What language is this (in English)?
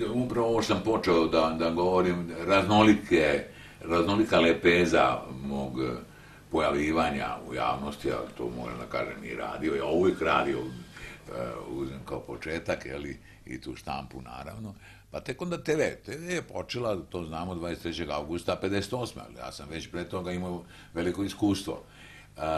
Serbian